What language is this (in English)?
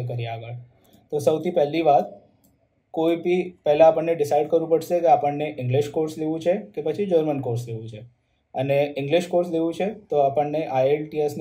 Gujarati